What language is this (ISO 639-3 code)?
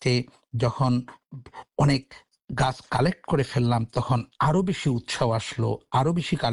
ben